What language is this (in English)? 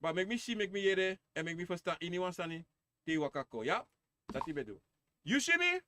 Sranan Tongo